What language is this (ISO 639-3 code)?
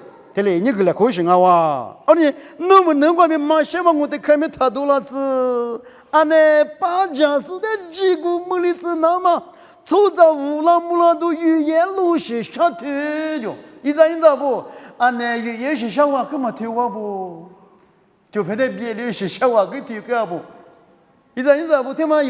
lis